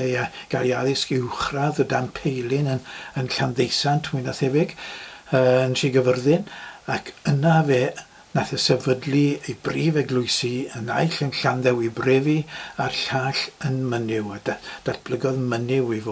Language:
Welsh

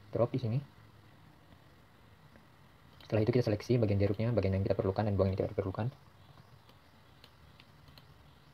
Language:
Indonesian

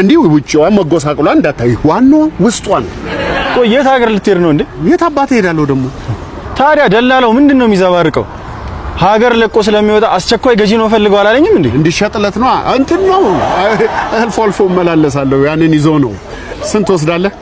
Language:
Amharic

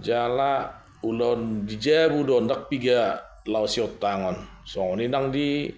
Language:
Batak Toba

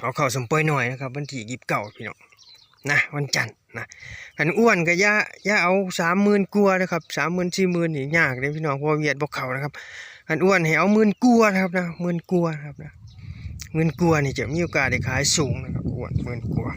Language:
Northeastern Thai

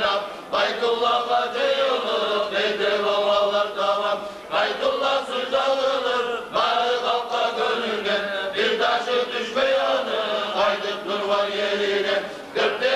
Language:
Kumyk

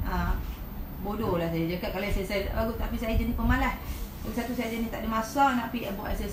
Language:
Malay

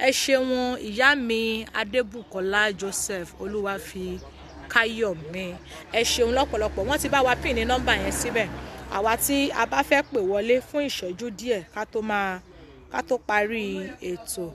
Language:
Yoruba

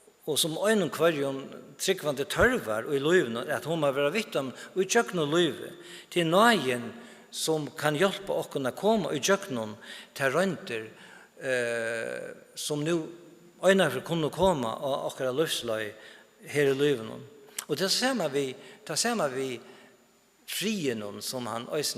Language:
Faroese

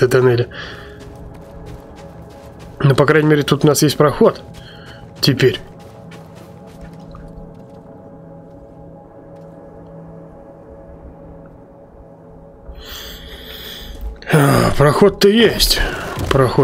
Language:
Russian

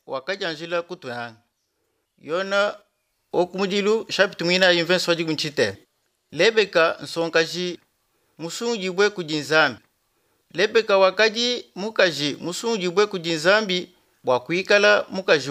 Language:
Luba-Lulua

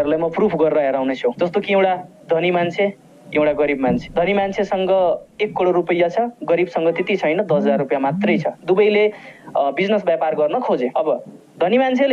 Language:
Nepali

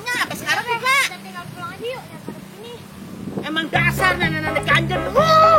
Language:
Betawi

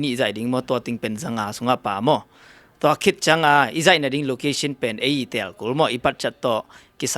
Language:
Tedim Chin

